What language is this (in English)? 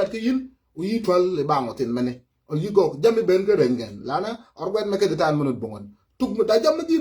Nuer